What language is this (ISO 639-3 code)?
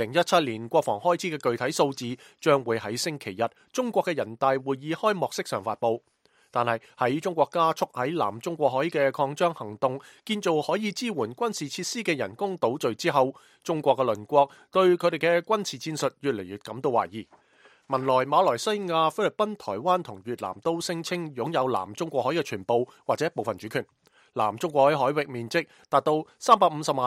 yue